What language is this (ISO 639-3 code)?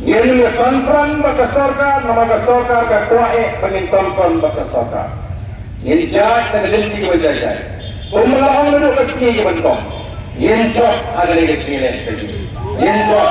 kha